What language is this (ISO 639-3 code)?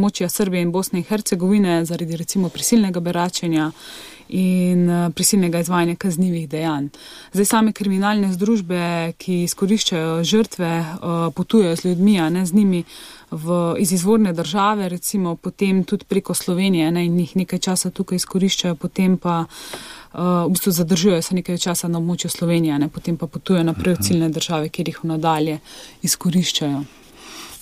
slv